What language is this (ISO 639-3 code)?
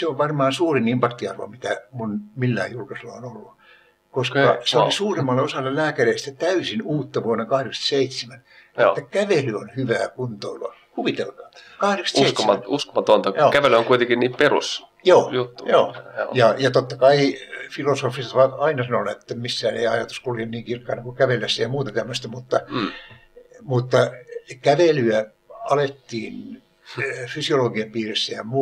fin